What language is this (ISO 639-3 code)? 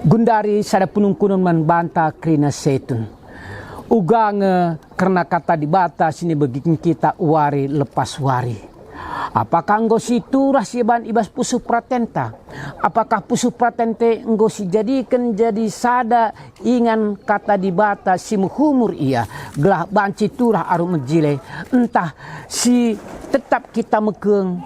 btx